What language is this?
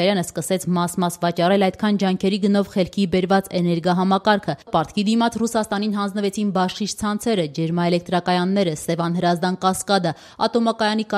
Armenian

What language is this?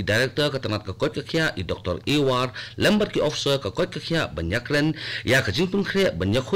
Khasi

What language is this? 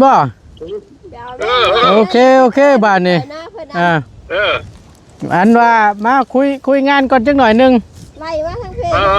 Northeastern Thai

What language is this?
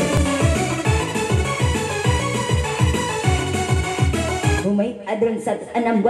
Malay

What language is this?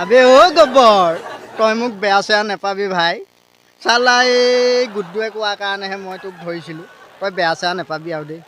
Assamese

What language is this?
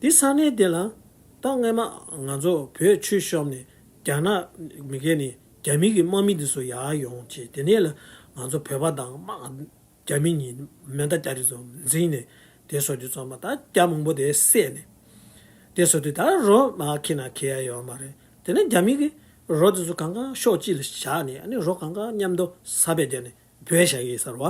Tibetan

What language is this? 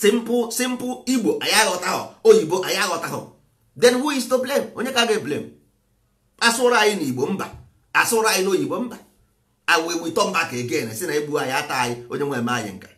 Igbo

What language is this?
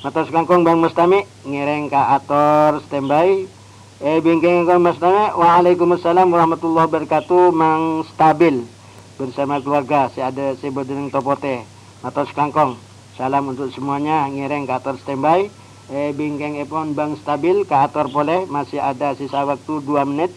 Madurese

